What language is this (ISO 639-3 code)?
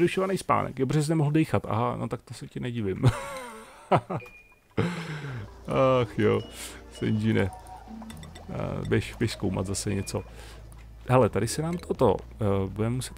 ces